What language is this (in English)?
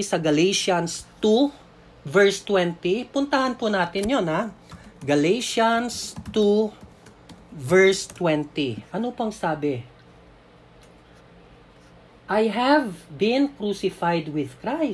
Filipino